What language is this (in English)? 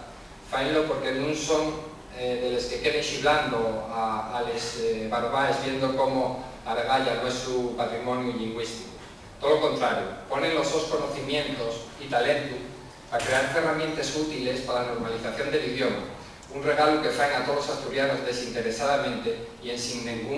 Asturian